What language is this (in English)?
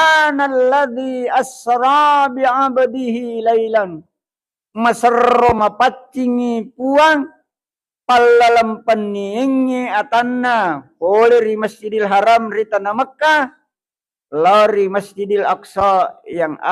Buginese